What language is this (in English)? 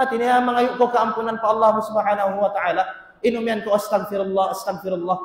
Tausug